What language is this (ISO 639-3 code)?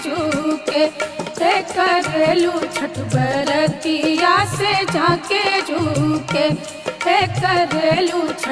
bho